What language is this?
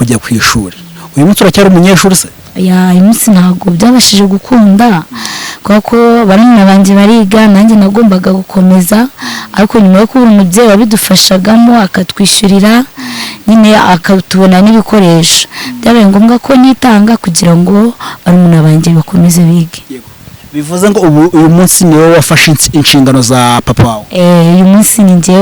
Kinyarwanda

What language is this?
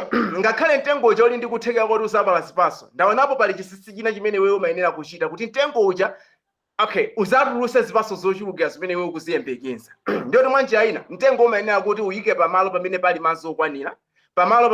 Nyanja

